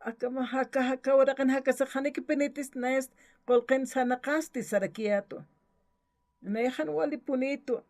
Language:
Aymara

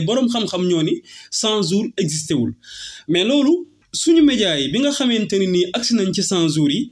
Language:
Wolof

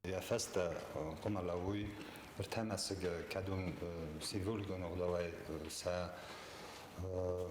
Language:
Ossetic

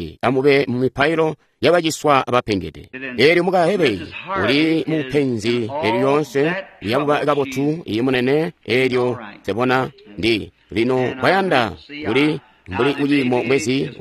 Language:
Tonga (Zambia)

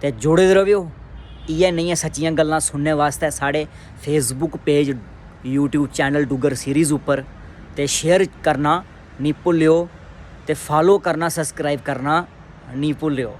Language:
Dogri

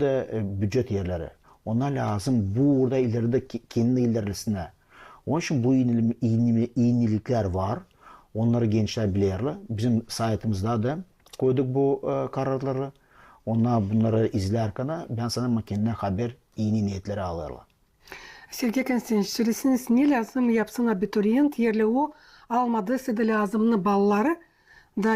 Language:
Gagauz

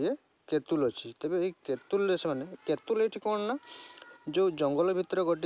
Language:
Odia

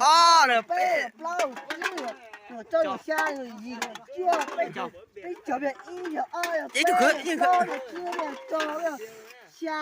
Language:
Hmong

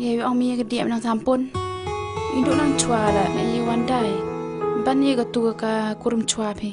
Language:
Khasi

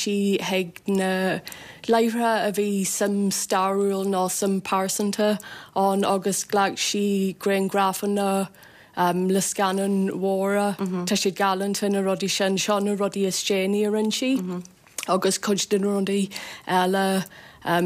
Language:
Irish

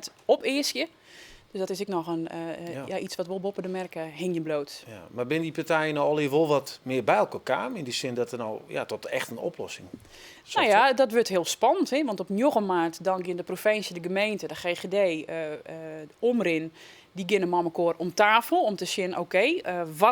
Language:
Western Frisian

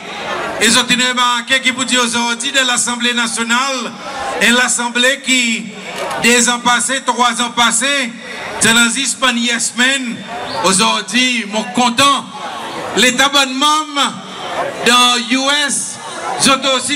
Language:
Seselwa Creole French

